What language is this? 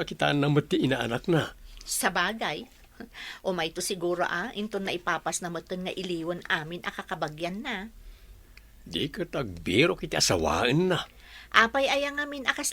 Iloko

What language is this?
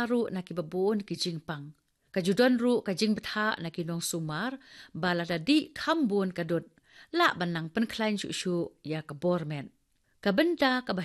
Khasi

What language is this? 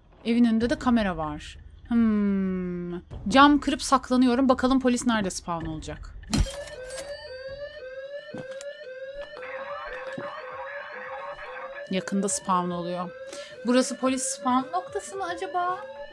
Turkish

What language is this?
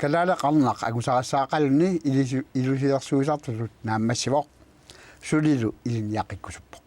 Kalaallisut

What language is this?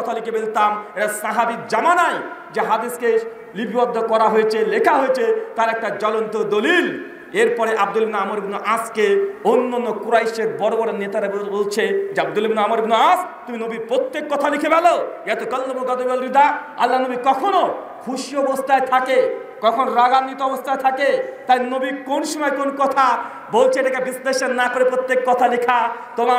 Bangla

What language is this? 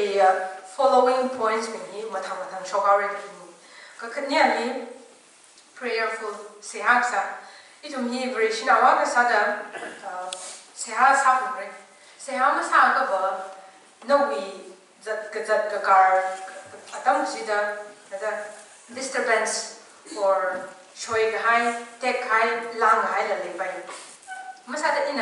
Tangkhul Naga (India)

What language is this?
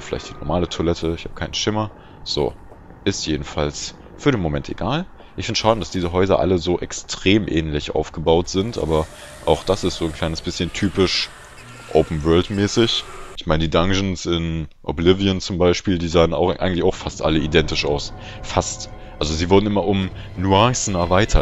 German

